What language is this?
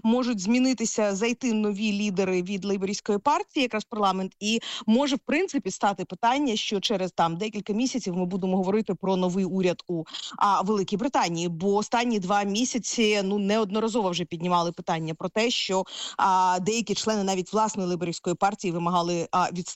Ukrainian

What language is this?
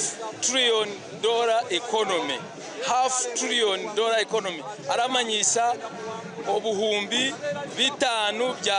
Nyankole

